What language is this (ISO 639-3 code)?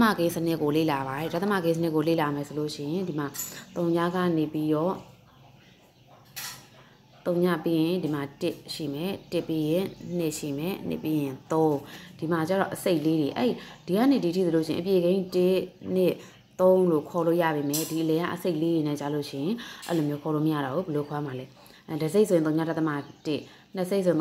mya